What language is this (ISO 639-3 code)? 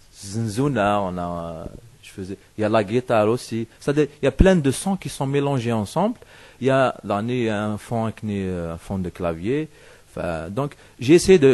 kab